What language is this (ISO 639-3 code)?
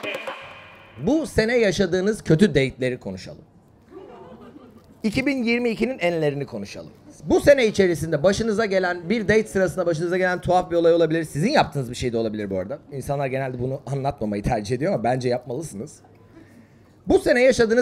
tur